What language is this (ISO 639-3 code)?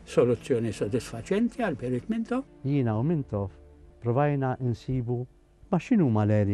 mlt